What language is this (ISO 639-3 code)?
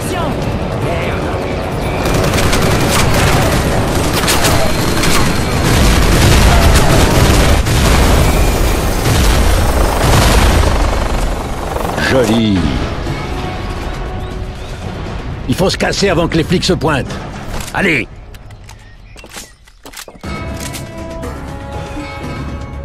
fra